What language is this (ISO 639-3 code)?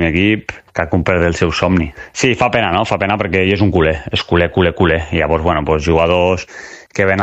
cat